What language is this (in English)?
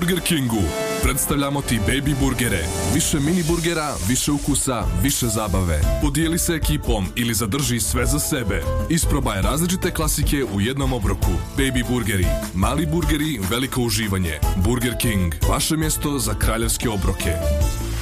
Serbian